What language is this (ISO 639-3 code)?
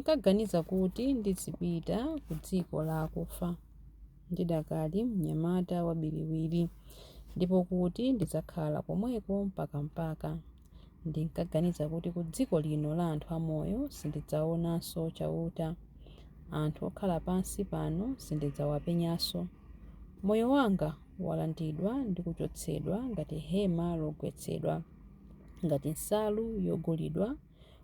nya